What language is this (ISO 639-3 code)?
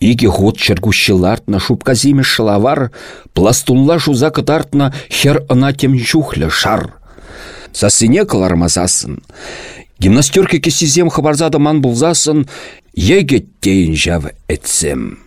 chv